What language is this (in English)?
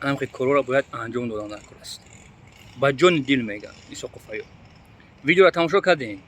Tajik